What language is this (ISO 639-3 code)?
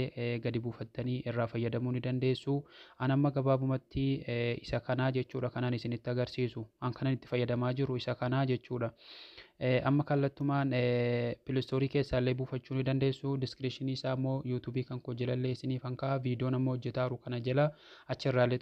orm